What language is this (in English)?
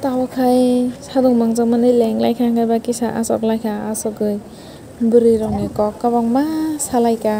Kok Borok